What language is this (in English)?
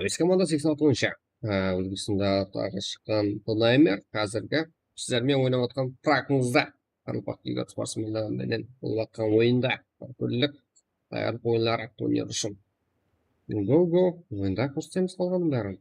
Kara-Kalpak